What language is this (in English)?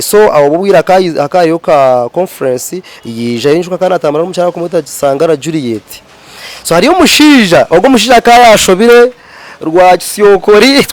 Nyankole